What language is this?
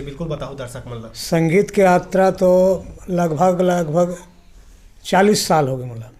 Chhattisgarhi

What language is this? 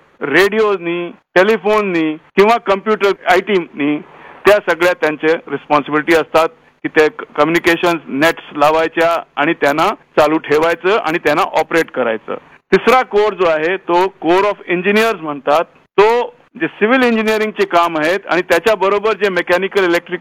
Marathi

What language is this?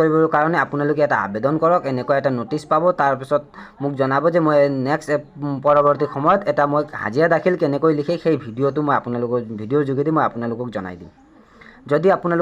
Assamese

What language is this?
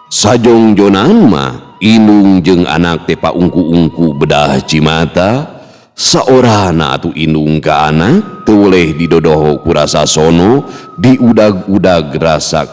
Sundanese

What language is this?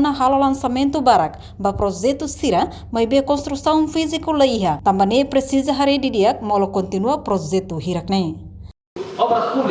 Tetum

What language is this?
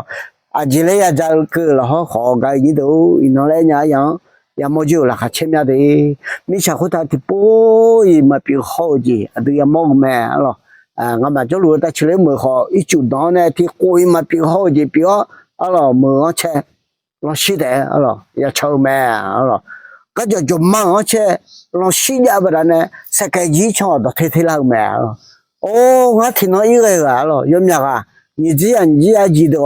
Akha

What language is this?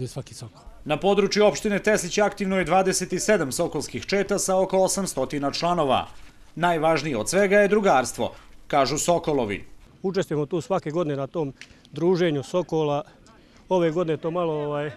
Bosnian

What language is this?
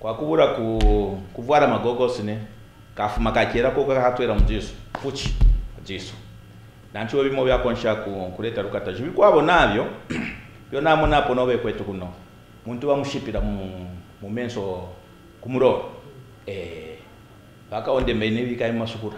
Kaonde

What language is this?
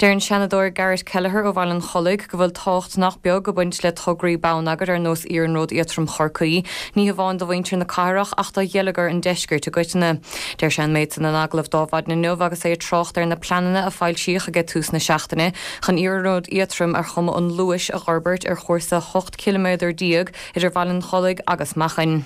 Irish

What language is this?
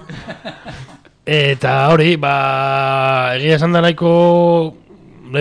Basque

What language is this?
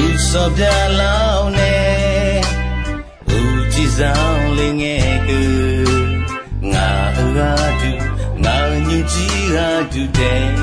Akha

